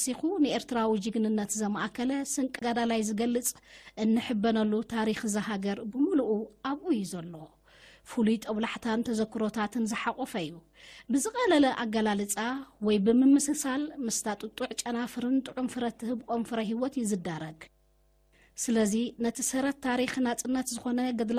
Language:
Tigrinya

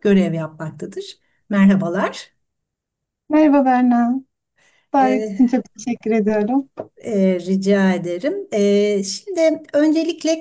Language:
Turkish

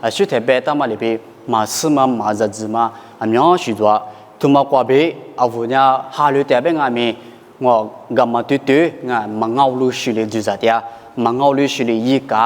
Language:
Lisu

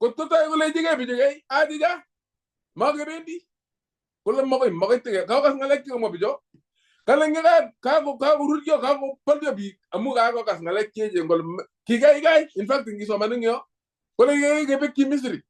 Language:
Kalenjin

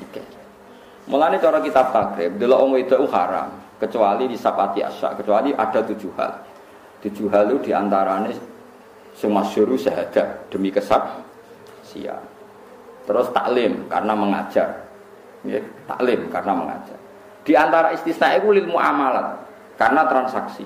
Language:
Javanese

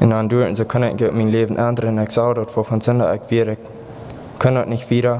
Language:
Plautdietsch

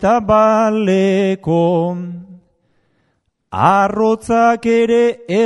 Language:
Basque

